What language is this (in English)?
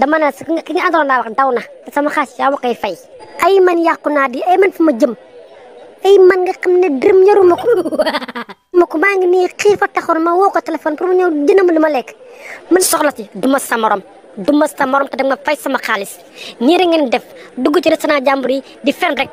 Wolof